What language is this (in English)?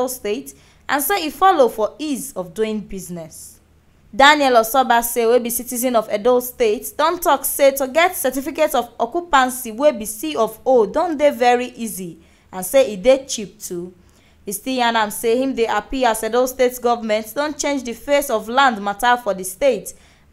Nigerian Pidgin